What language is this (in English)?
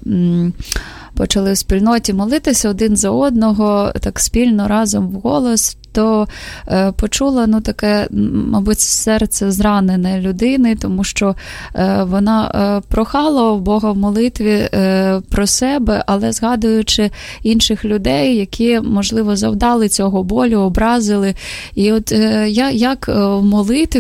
Ukrainian